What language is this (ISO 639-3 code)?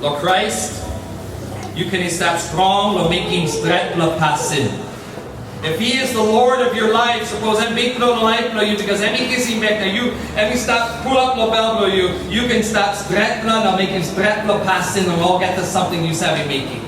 tpi